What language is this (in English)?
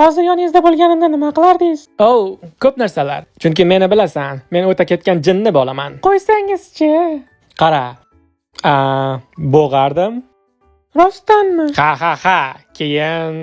Uzbek